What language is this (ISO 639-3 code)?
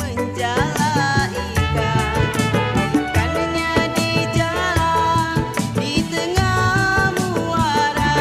bew